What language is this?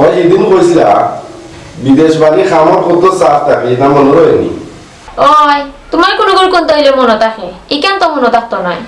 Sylheti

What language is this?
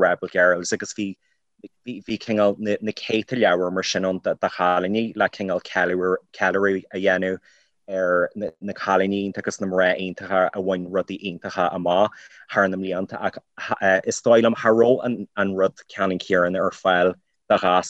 Irish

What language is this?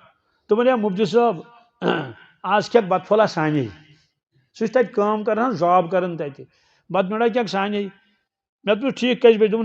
Kashmiri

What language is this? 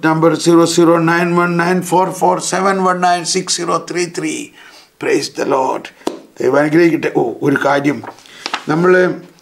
Malayalam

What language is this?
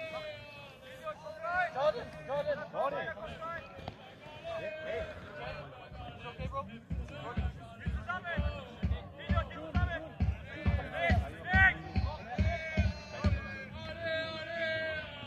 German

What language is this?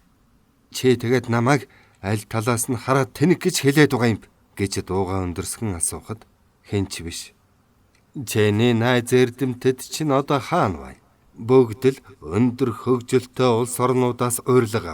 Mongolian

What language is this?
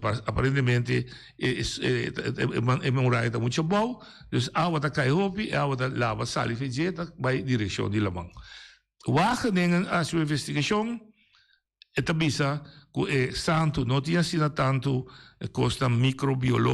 Papiamento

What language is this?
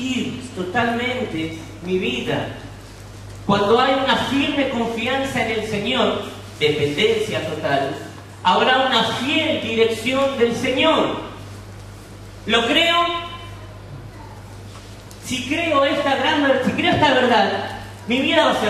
Spanish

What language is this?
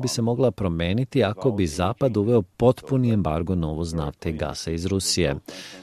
Serbian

